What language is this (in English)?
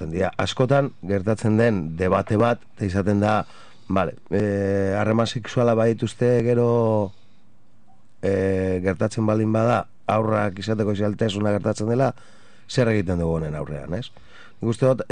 Basque